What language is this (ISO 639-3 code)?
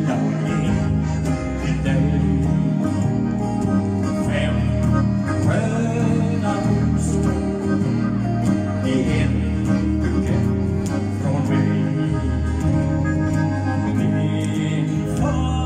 swe